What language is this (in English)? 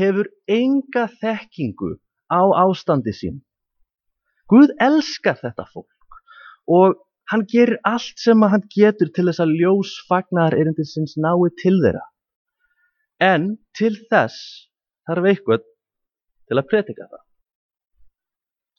Icelandic